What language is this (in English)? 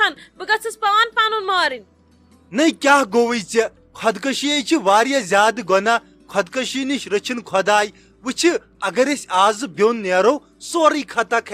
Kashmiri